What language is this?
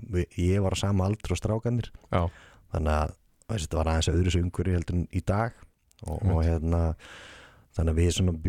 Icelandic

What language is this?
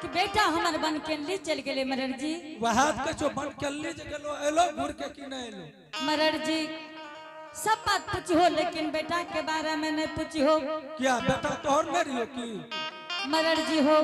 Angika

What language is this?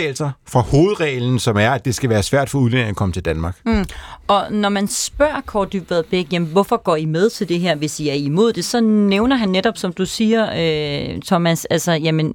Danish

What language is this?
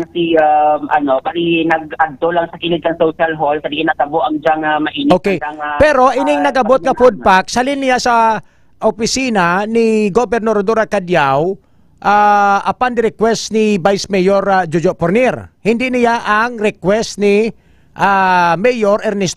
Hiligaynon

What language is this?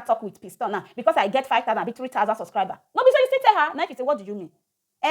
Nigerian Pidgin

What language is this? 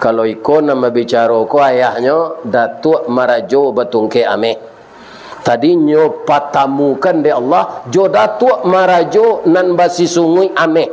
Minangkabau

